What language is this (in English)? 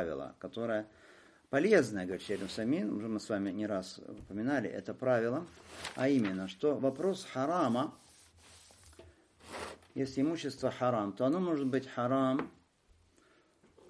Russian